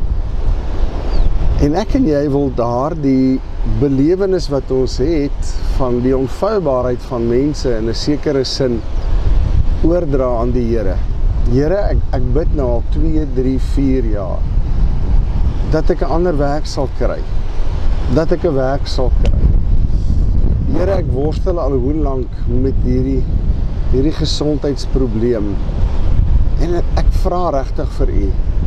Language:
Afrikaans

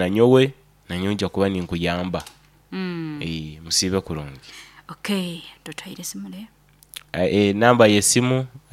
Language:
Nyoro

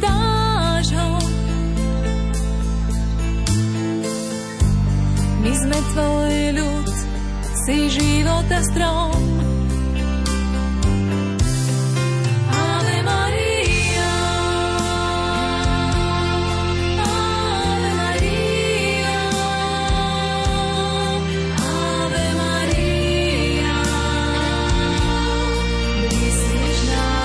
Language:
Slovak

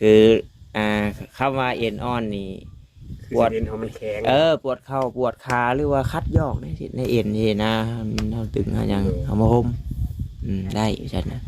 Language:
Northeastern Thai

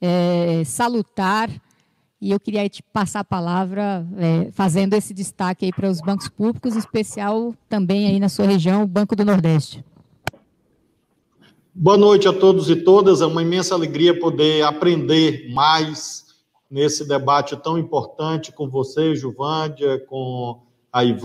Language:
Portuguese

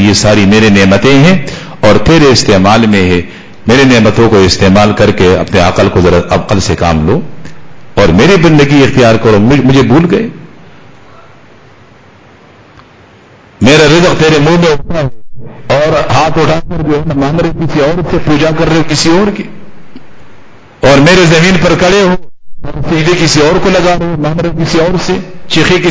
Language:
Urdu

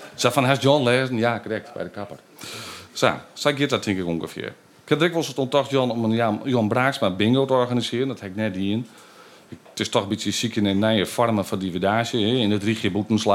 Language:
Western Frisian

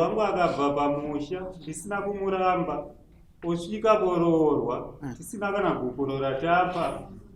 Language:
Shona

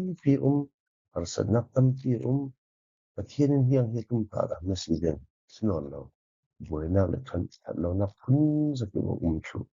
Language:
Falam Chin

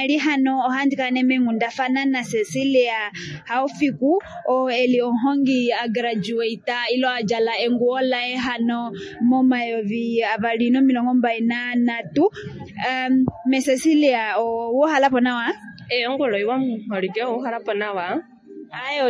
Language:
Kuanyama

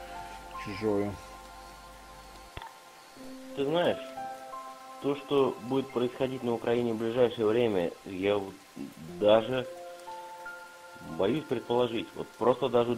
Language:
Russian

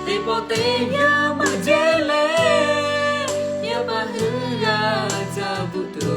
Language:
Lahu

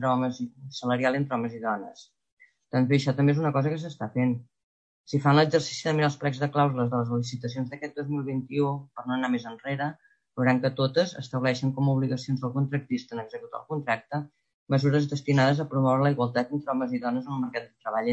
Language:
Catalan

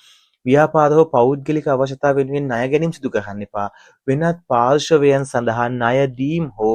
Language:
Sinhala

